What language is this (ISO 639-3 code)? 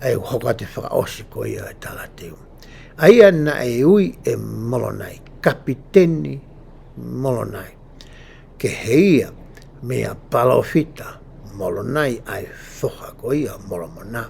ton